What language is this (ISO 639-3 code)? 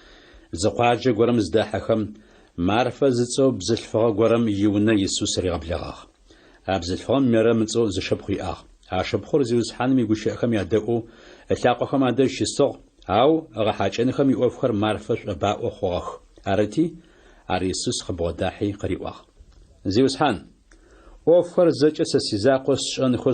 ady